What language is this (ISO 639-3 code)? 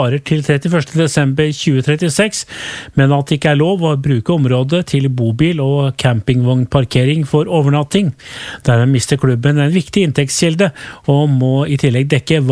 nor